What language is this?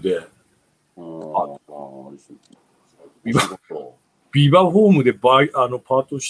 Japanese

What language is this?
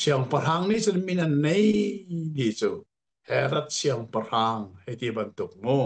Hakha Chin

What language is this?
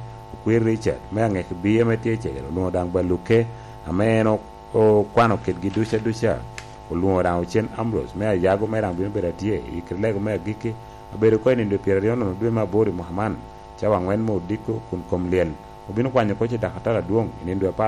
Lango (Uganda)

